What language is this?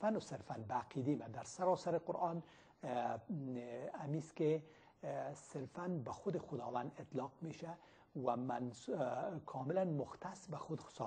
Persian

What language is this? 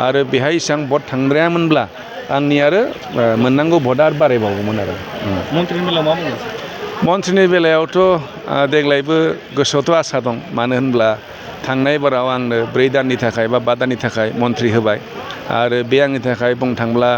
Bodo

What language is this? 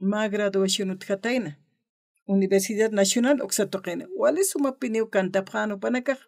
Aymara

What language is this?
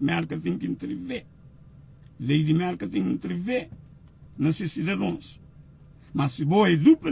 Kabuverdianu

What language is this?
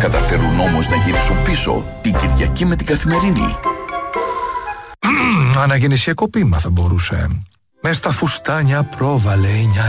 Greek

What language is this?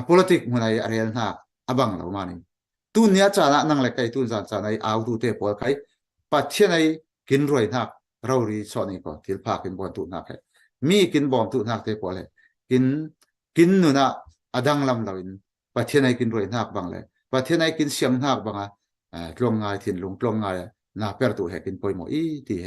Falam Chin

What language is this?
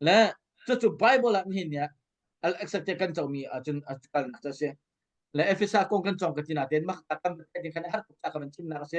Hakha Chin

